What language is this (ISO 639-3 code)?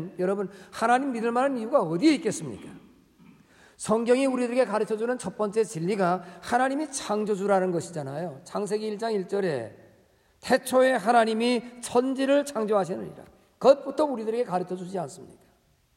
kor